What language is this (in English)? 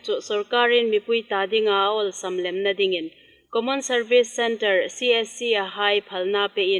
Hmar